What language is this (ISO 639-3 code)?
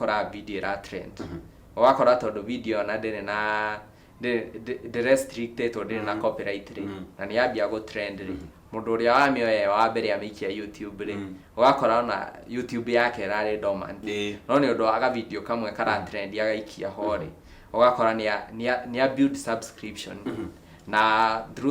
kik